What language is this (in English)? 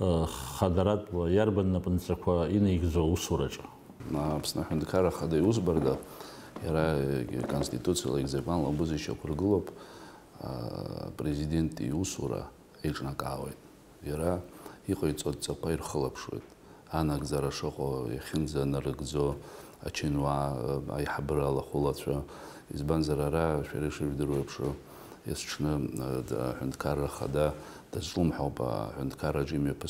Abkhazian